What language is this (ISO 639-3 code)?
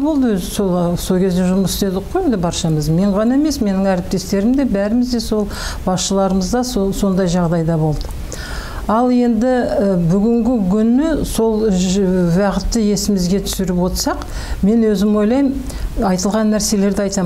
kaz